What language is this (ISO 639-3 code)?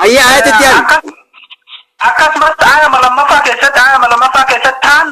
orm